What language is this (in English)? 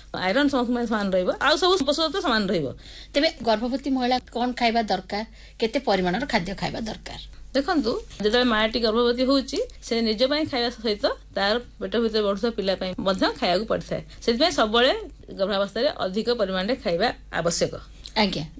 Odia